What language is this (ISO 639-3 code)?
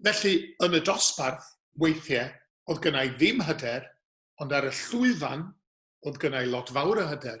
cym